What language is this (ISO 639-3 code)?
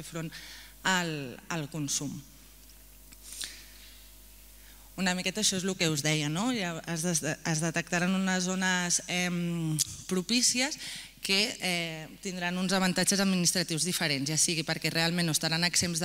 cat